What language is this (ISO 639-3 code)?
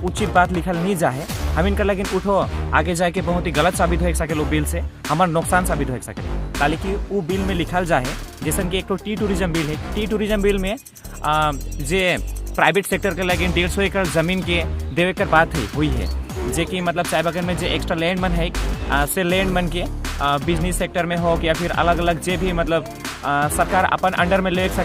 sck